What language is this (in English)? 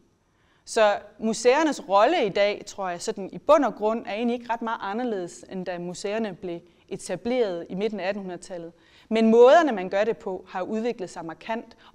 Danish